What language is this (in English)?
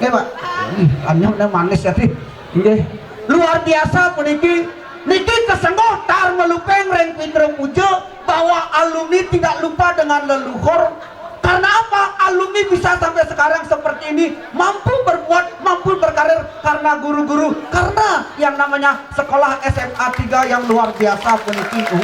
Balinese